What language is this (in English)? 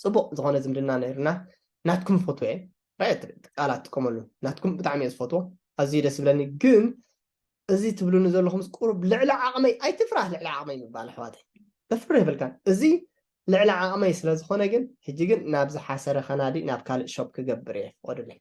Tigrinya